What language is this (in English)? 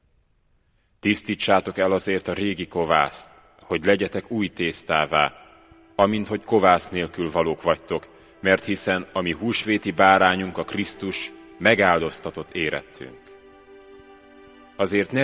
Hungarian